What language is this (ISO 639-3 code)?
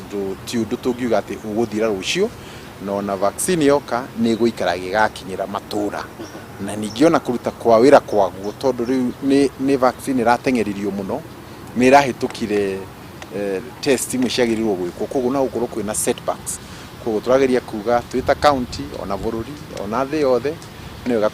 kik